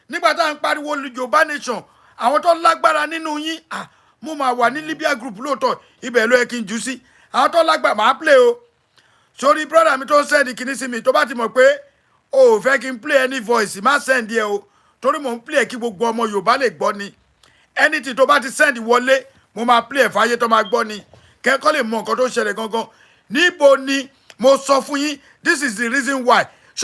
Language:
Yoruba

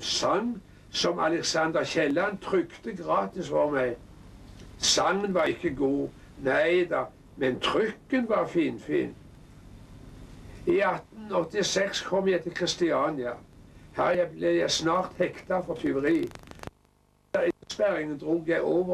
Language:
Norwegian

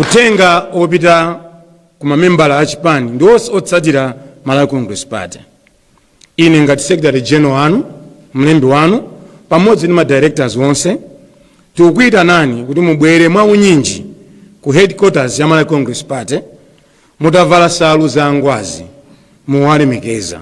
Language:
Nyanja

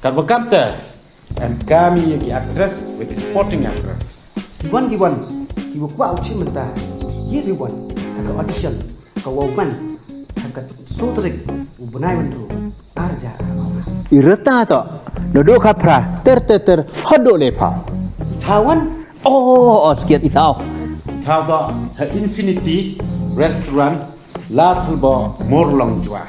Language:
Khasi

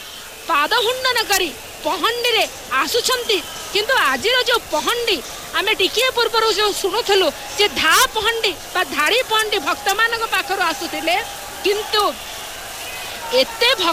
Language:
Odia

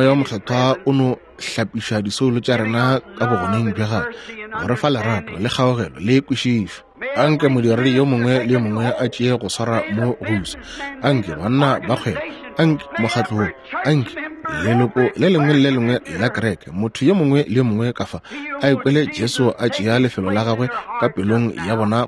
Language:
Northern Sotho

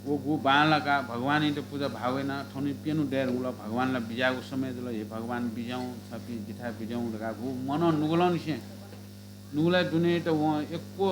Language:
Newari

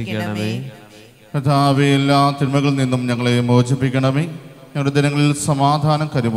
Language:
Malayalam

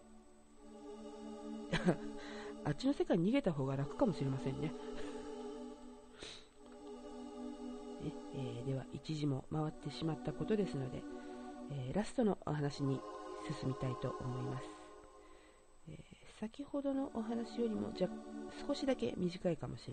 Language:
Japanese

